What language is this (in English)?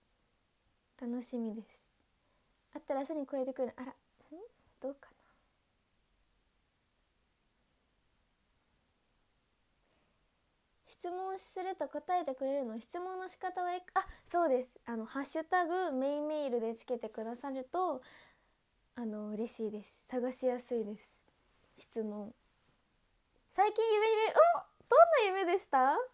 Japanese